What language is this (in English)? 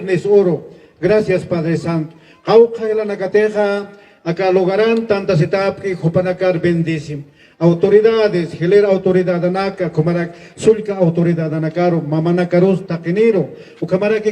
Aymara